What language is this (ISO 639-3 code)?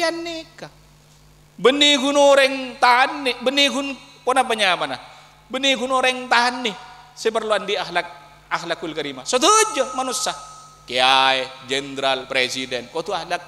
mad